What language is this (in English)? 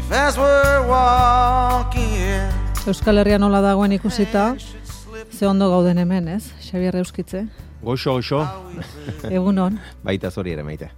Basque